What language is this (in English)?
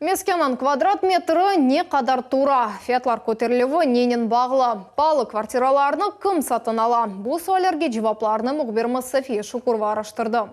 Crimean Tatar